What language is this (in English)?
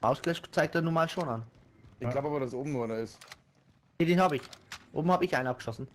Bavarian